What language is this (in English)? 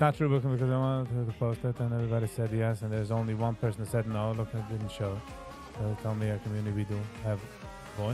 Yiddish